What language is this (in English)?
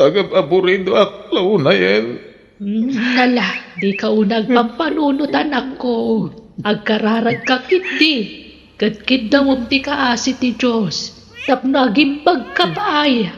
Iloko